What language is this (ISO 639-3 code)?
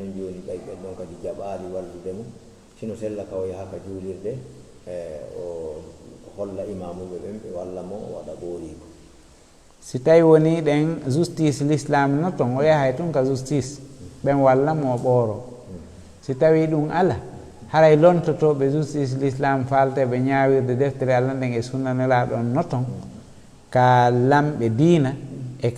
ful